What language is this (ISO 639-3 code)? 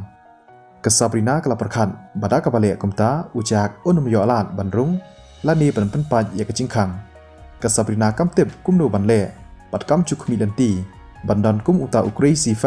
kha